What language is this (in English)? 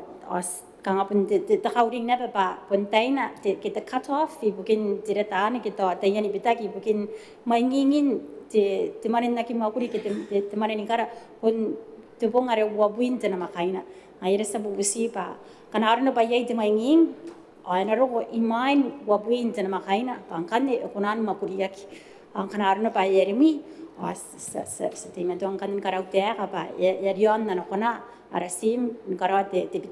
Gilbertese